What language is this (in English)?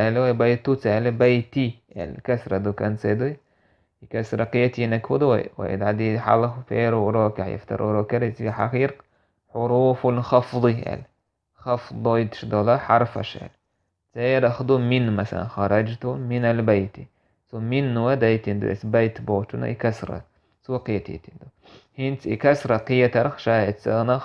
Chechen